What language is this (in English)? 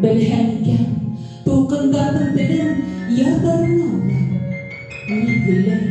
Bashkir